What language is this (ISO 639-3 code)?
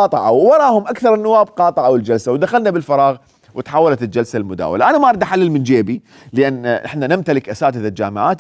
acm